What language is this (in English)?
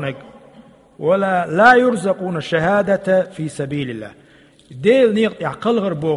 Chechen